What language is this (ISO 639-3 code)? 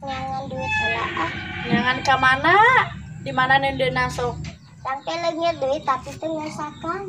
sun